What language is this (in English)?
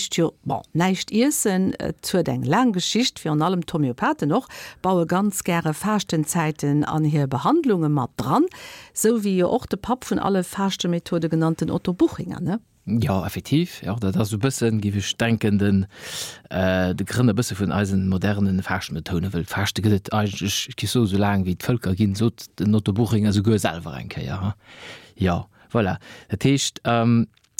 Luxembourgish